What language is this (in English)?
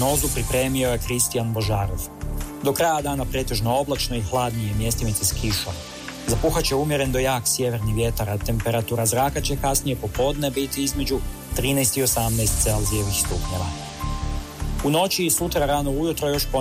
Croatian